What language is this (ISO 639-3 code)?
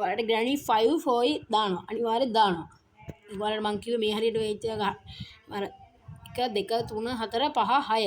sin